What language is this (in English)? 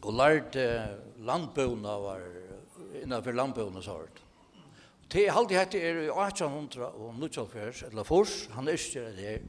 Faroese